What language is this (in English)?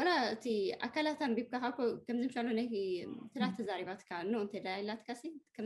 Tigrinya